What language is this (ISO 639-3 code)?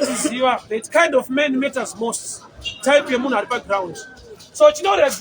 sna